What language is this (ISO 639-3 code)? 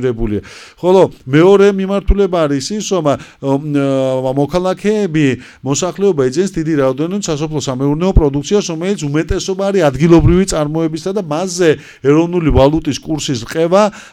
kat